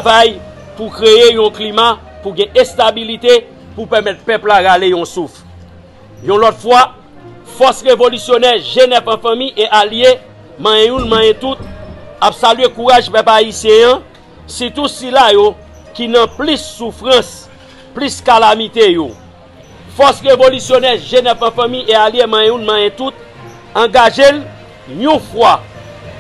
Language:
Haitian Creole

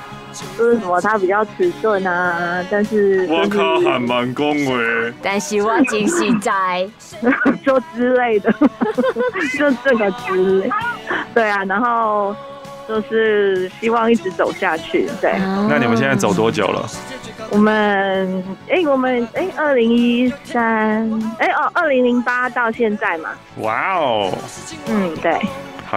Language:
Chinese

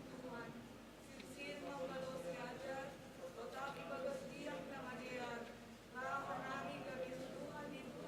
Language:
Batak Simalungun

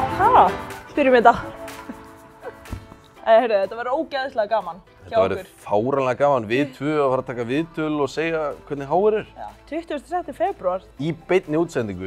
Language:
Icelandic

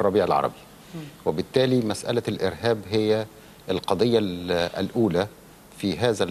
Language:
Arabic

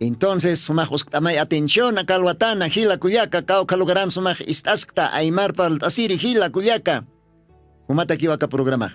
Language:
Aymara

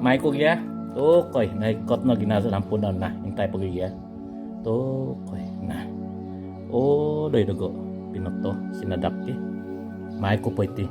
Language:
Central Dusun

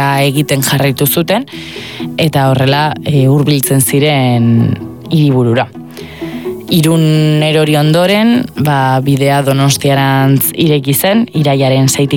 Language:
Basque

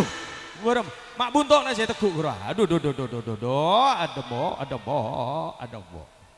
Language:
Madurese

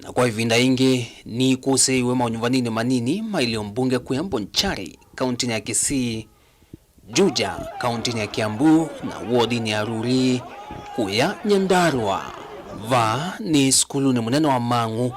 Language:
Kamba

